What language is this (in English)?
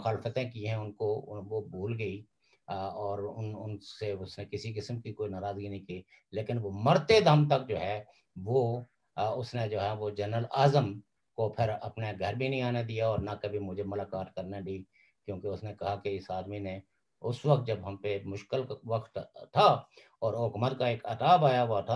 Urdu